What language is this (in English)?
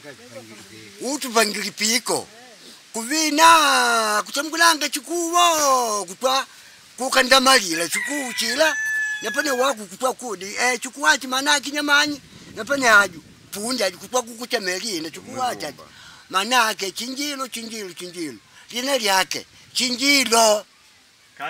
Makonde